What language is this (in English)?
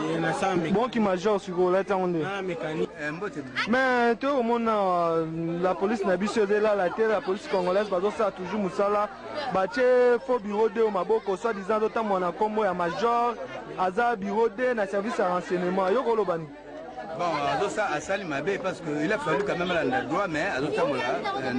Lingala